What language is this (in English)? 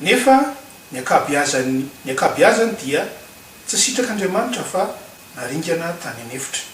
Malagasy